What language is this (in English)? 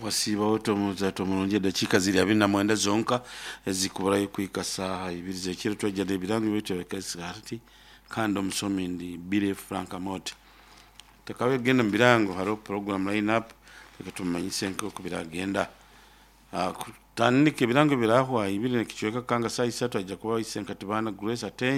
Nyoro